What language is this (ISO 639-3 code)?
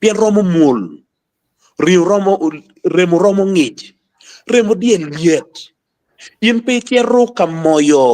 ach